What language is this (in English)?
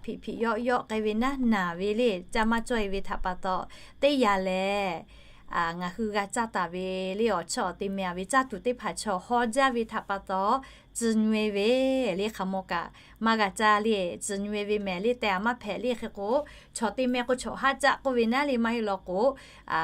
Lahu